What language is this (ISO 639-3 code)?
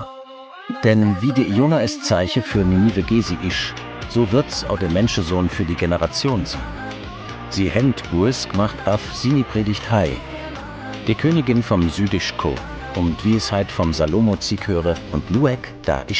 gsw